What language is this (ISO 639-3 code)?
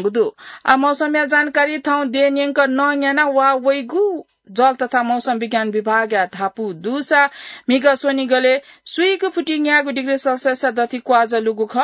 new